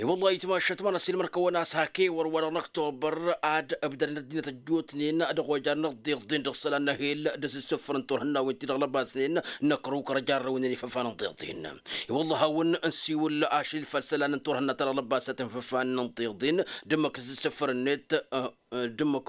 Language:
Tamasheq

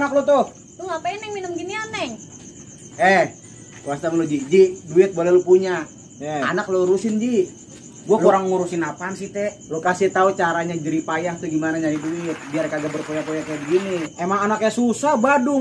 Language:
Betawi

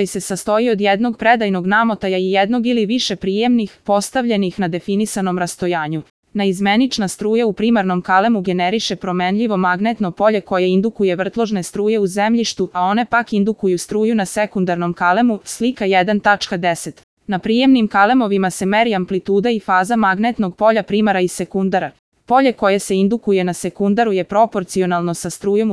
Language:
Serbian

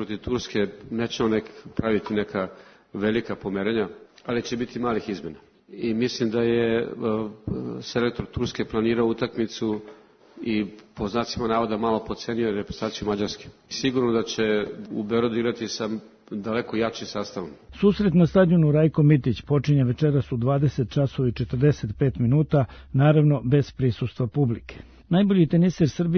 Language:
Serbian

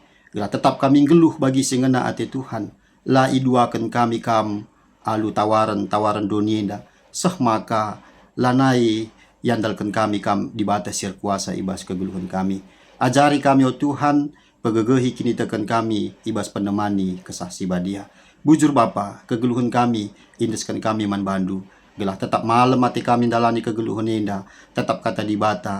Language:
Batak Karo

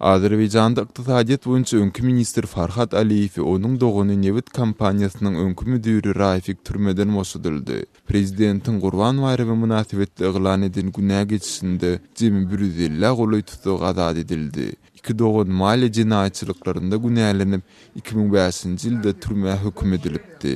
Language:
Turkmen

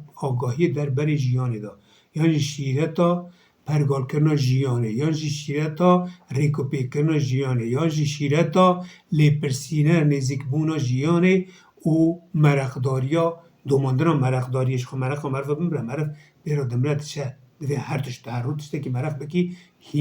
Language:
Kurdish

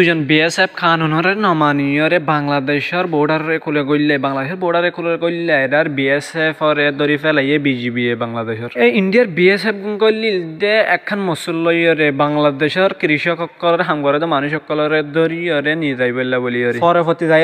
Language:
Rohingya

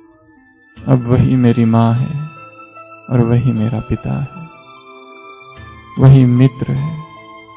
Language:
Hindi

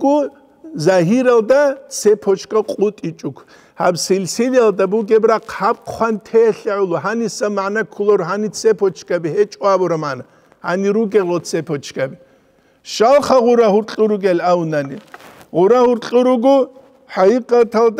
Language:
Avaric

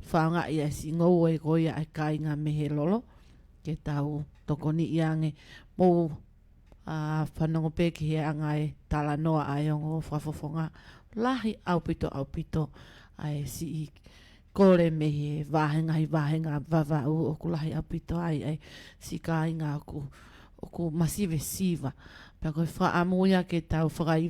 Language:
Tongan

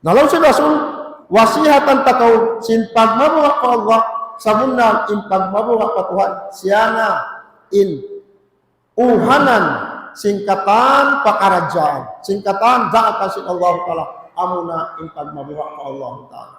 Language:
Tausug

